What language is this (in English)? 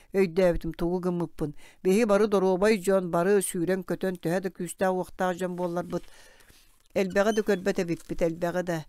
Yakut